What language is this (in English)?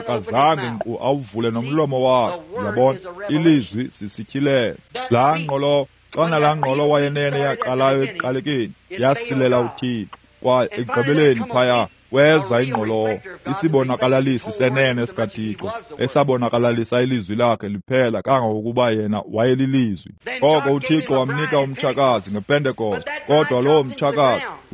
Xhosa